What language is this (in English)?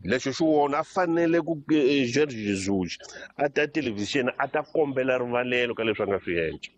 Tsonga